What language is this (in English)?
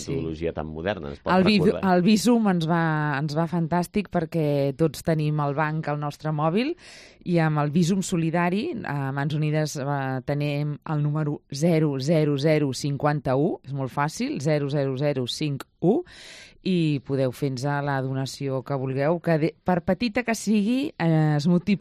Catalan